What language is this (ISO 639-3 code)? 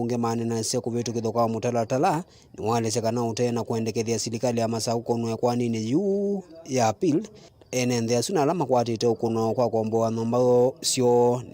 kam